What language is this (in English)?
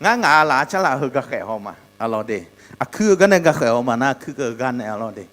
Akha